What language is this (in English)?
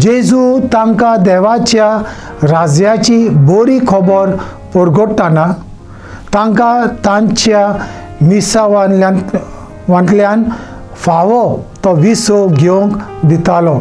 Konkani